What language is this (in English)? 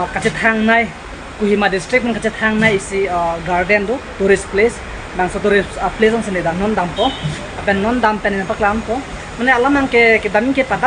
Karbi